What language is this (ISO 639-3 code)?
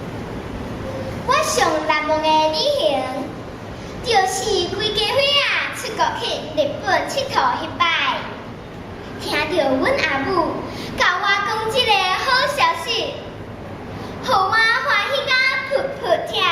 nan